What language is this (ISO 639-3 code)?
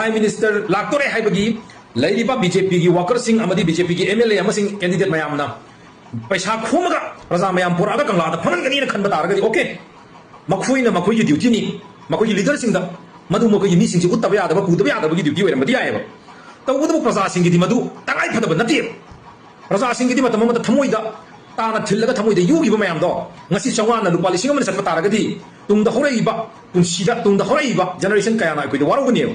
mni